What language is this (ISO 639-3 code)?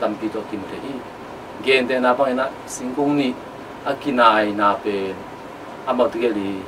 ctd